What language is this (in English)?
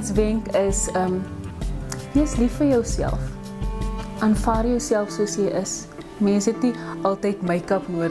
Afrikaans